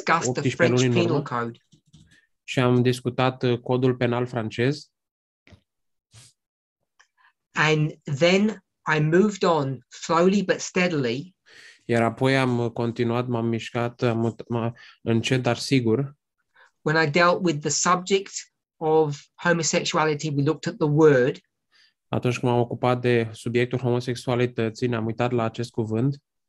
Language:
Romanian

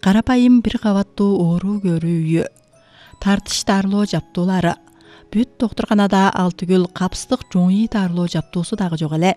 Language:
Kyrgyz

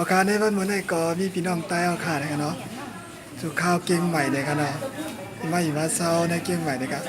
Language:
Shan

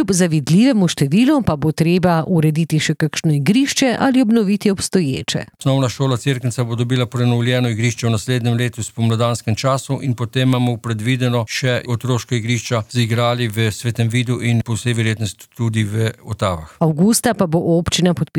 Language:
Slovenian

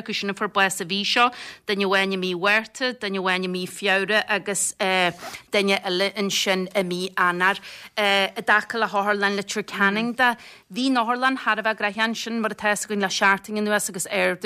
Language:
Irish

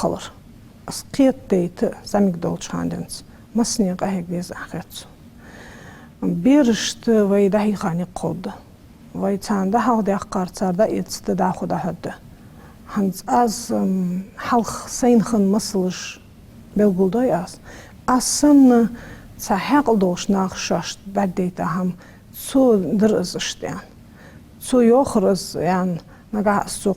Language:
Ingush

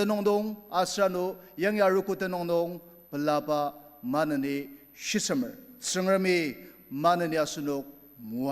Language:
Ao Naga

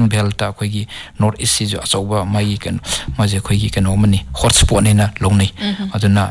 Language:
Manipuri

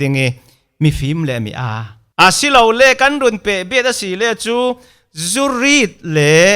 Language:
Falam Chin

